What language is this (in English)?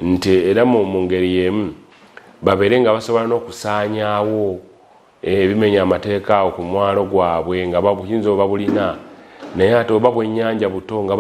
Ganda